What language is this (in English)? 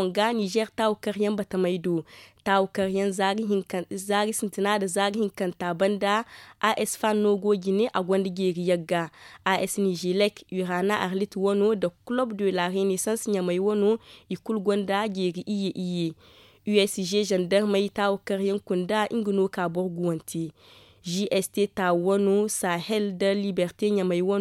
Zarma